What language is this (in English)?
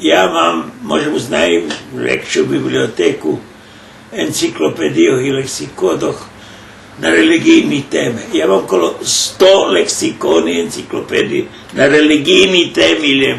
Rusyn